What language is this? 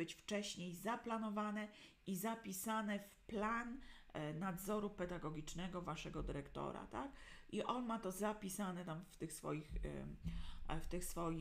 Polish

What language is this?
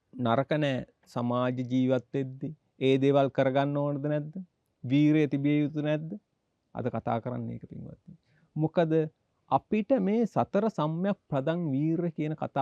Sinhala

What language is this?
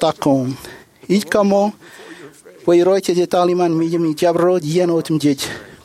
Marshallese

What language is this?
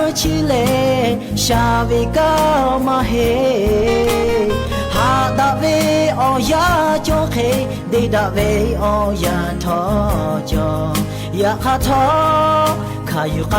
Lahu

